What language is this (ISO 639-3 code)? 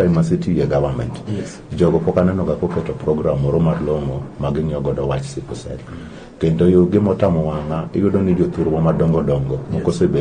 luo